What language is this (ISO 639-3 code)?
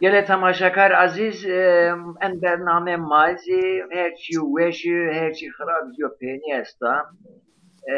zza